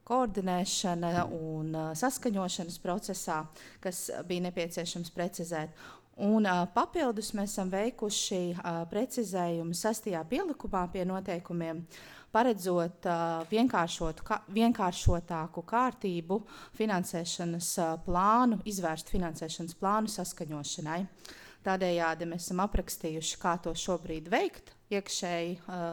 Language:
Latvian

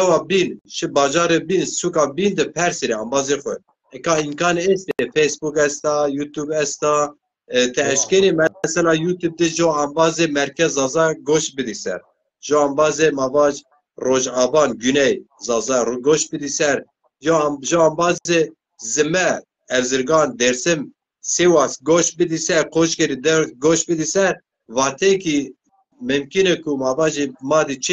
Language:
Zaza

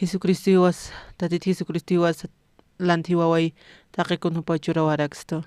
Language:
Aymara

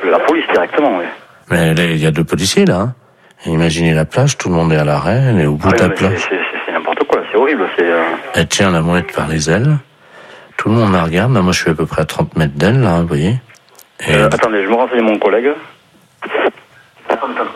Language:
French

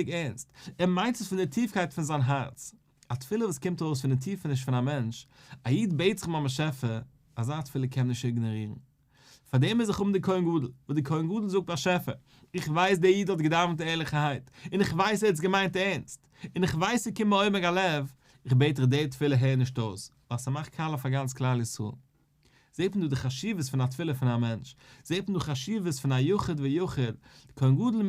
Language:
Yiddish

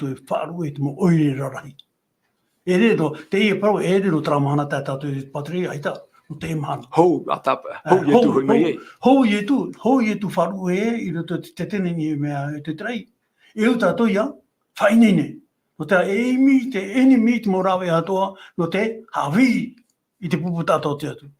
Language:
Tahitian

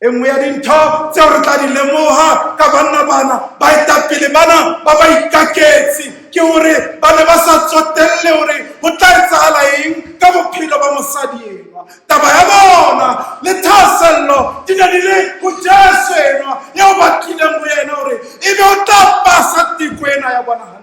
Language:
Southern Sotho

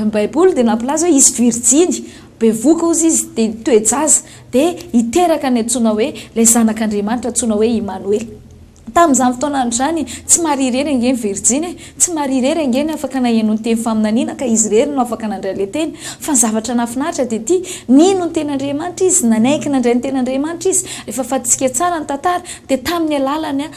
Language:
Malagasy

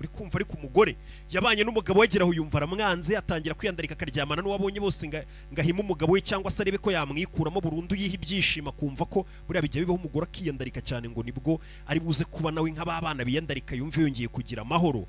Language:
Kinyarwanda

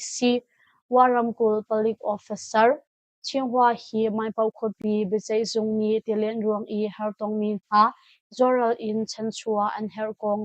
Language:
Hakha Chin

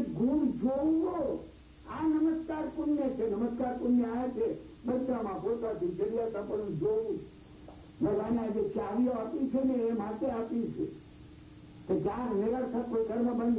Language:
Gujarati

